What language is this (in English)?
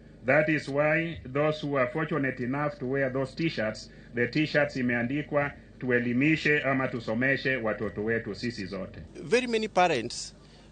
Luo (Kenya and Tanzania)